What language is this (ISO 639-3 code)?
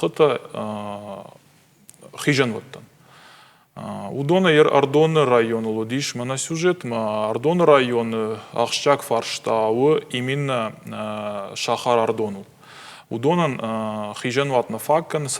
oss